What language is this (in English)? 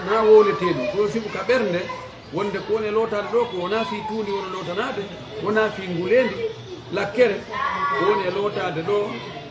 Fula